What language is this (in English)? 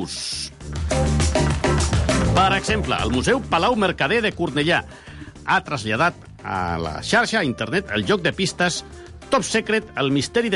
Catalan